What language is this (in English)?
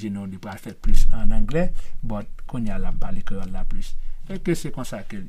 Haitian Creole